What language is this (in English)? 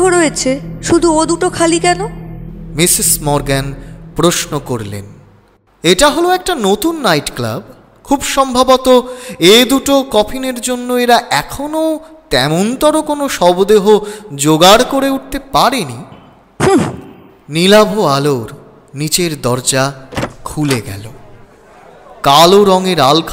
Bangla